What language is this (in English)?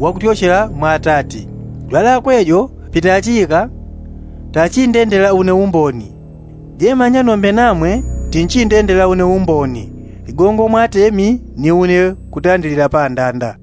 Yao